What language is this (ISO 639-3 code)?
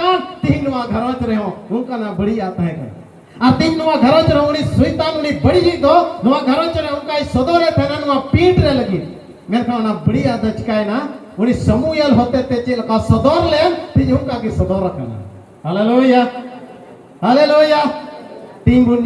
sat